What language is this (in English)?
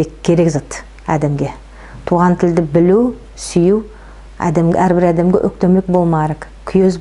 Nogai